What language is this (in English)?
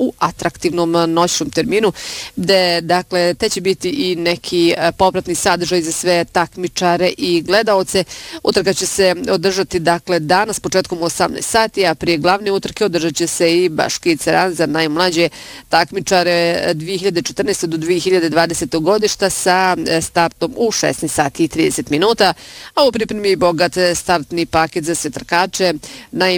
Bosnian